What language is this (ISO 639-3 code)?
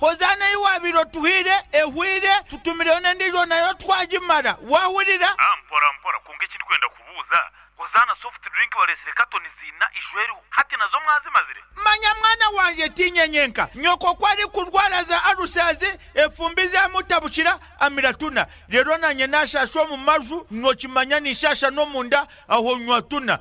nyn